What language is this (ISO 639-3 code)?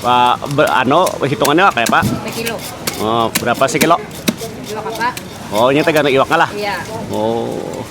bjn